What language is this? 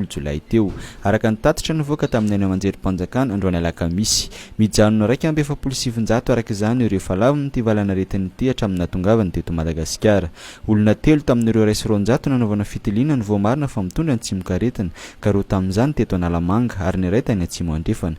Malagasy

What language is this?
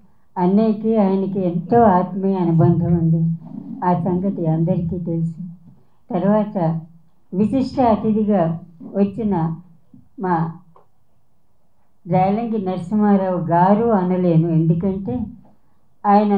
Telugu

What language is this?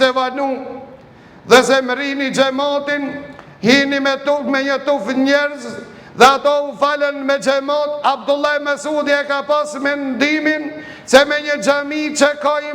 Albanian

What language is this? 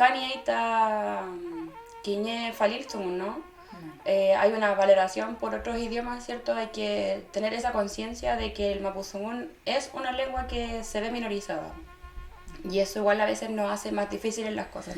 Mapuche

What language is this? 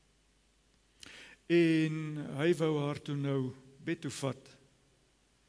Afrikaans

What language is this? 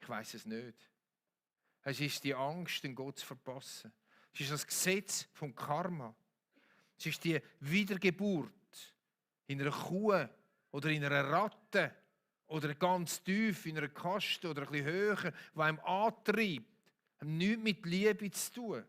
Swiss German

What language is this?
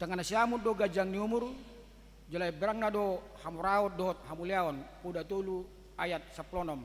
Batak Toba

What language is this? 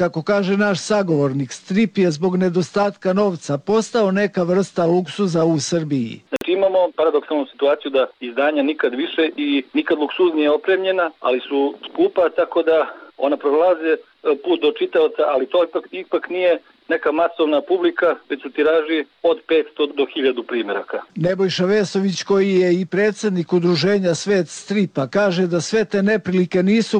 Serbian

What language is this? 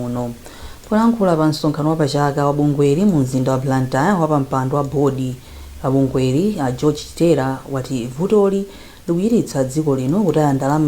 Nyanja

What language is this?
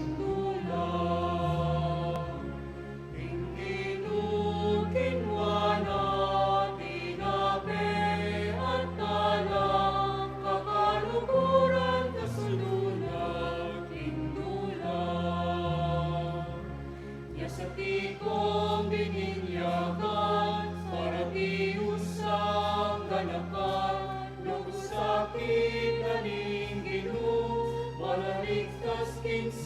Pampanga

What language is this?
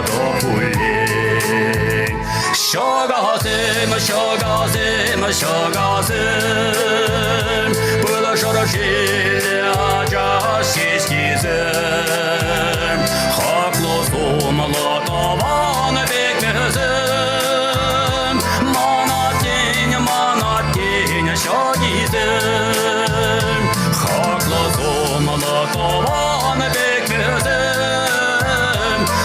Chuvash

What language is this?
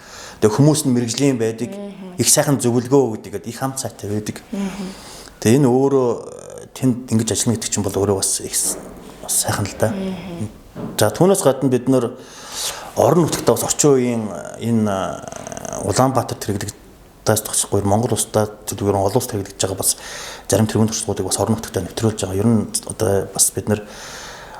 Mongolian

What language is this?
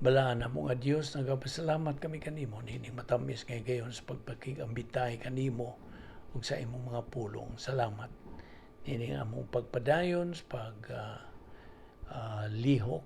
Cebuano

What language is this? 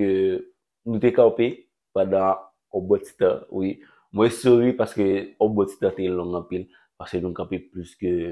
Haitian Creole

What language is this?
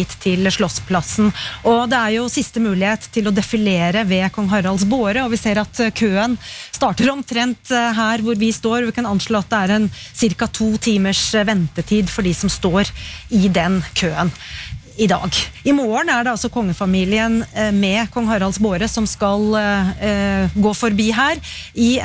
Norwegian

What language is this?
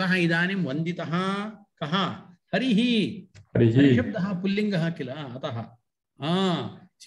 Sanskrit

